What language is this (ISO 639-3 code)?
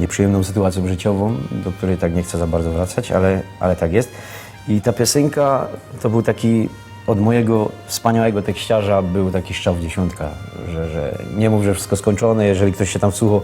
szl